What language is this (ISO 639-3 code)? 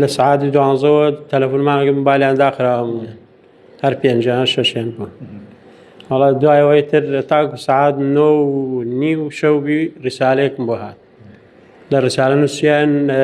ckb